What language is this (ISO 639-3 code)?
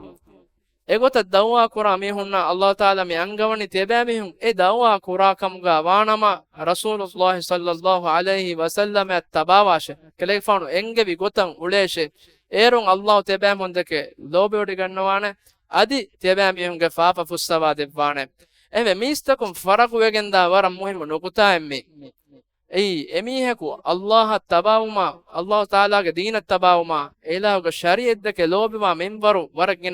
div